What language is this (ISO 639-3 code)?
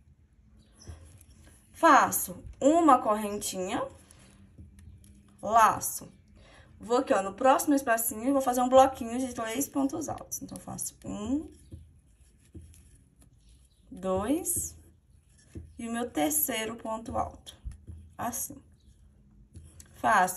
por